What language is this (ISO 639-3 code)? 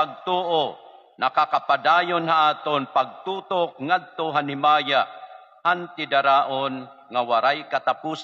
war